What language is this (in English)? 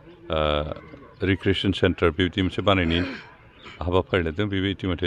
Bodo